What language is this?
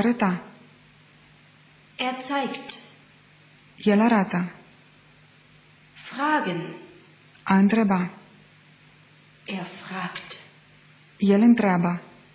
Romanian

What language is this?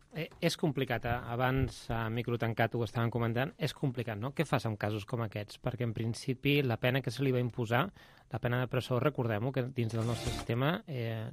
Catalan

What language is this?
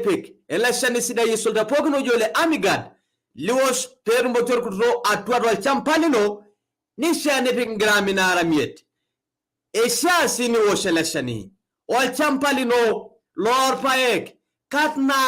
Masai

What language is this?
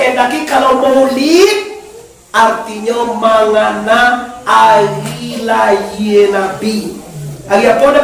Minangkabau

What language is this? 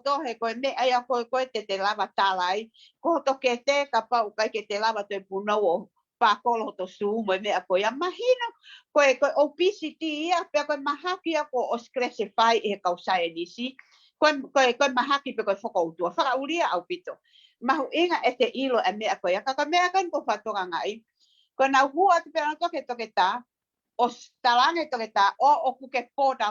Tongan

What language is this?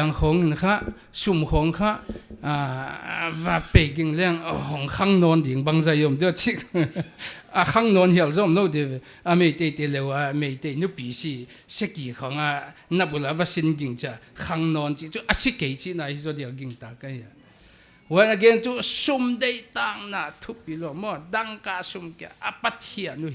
Paite Chin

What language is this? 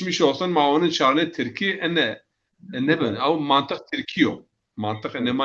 Zaza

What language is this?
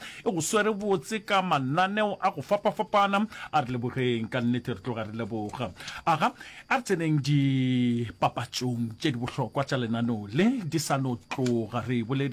Northern Sotho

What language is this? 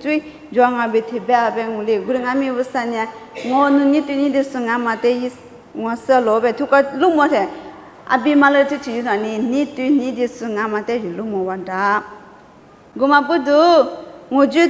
Lisu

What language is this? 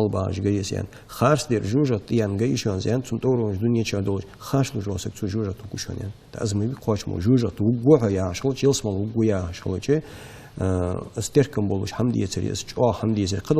Ingush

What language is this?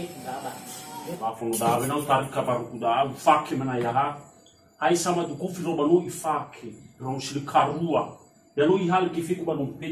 Nias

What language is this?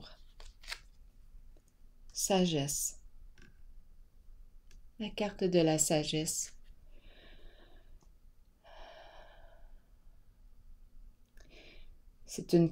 French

